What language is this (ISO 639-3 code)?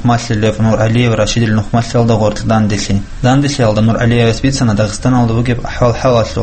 ava